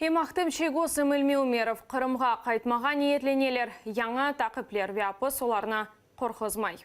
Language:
Crimean Tatar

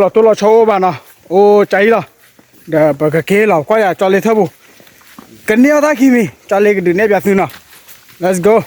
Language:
S'gaw Karen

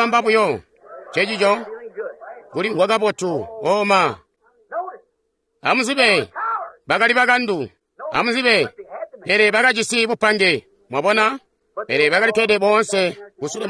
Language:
Tonga (Zambia)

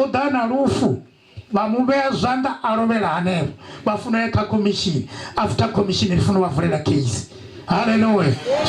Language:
Venda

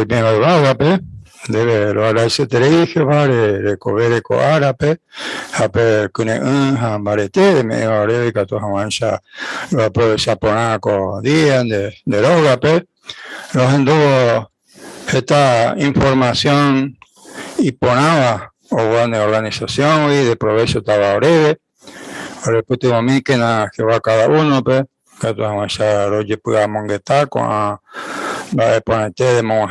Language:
Guarani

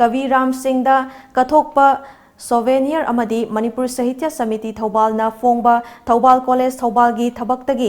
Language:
Manipuri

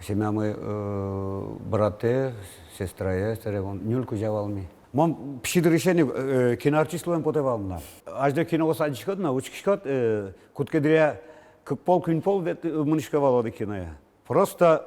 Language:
Udmurt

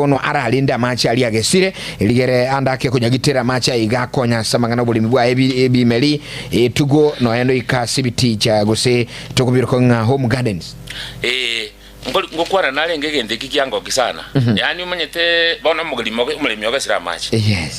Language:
Gusii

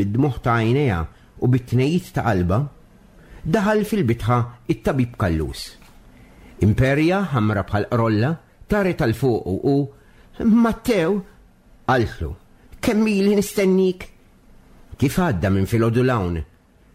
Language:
Maltese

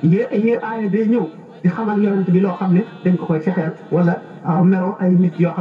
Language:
Wolof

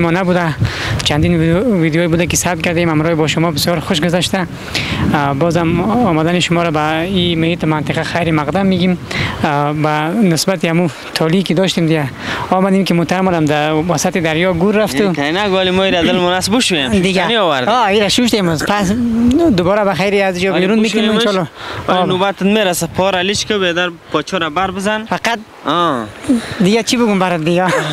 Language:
Persian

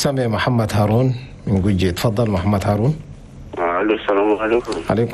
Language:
Chadian Arabic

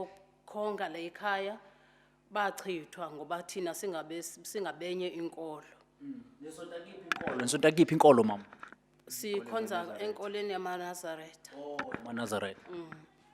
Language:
Zulu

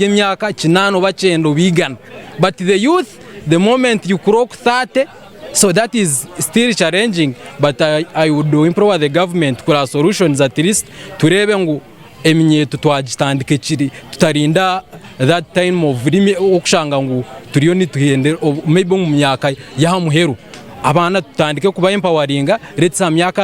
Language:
Nyankole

